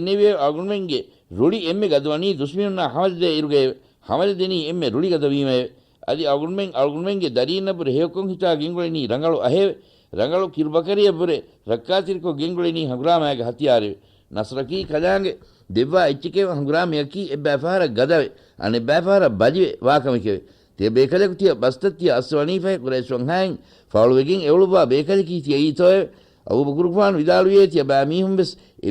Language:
Divehi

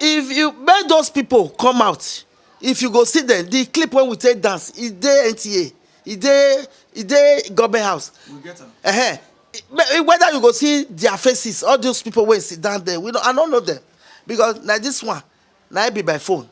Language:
Nigerian Pidgin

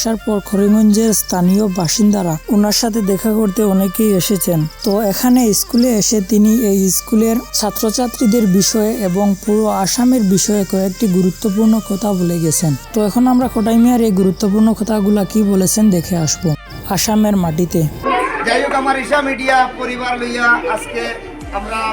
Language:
Sylheti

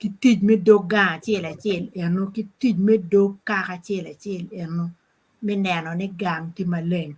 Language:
Acoli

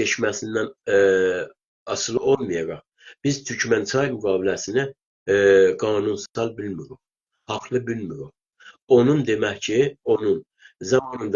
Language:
South Azerbaijani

